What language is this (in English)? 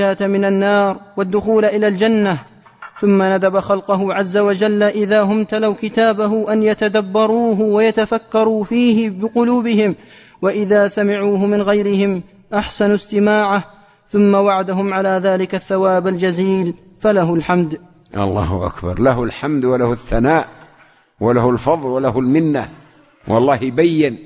Arabic